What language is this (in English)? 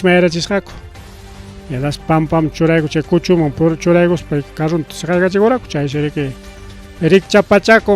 Ayacucho Quechua